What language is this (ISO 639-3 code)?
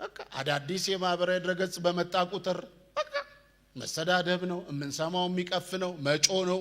amh